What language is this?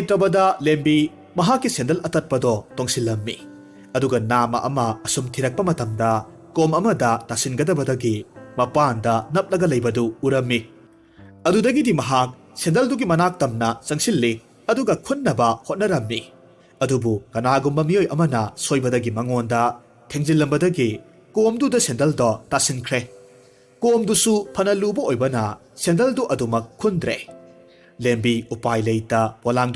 Manipuri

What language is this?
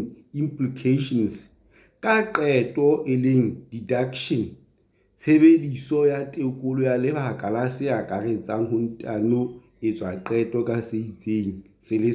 Southern Sotho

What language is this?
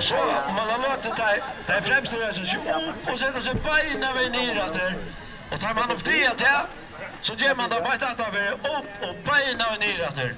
Faroese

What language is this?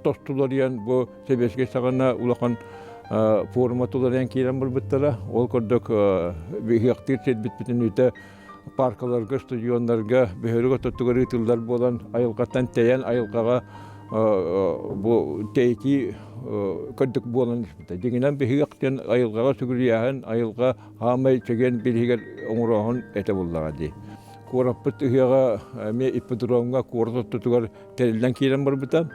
Yakut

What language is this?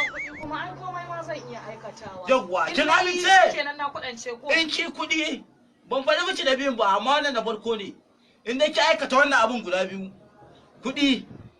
Hausa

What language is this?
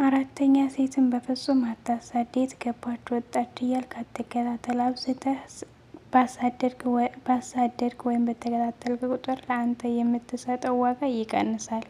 Amharic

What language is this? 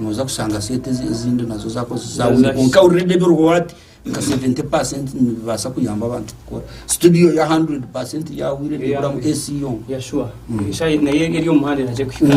Nyankole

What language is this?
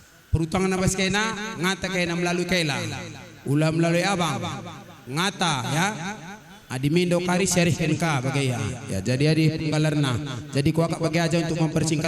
Batak Karo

